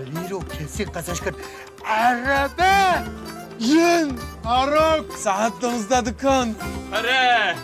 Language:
Kurdish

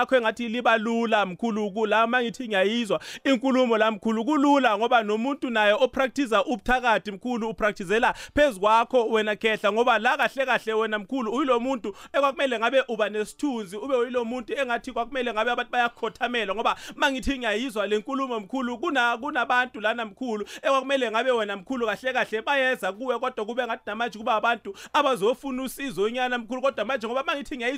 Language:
South Ndebele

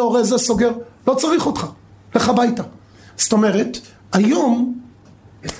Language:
Hebrew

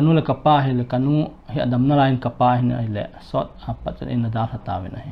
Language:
Paite Chin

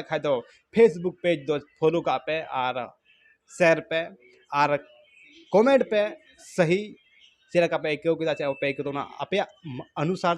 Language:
Santali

